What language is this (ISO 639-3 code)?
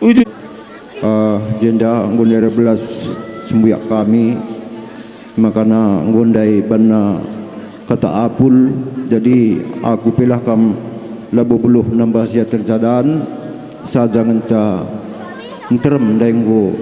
btx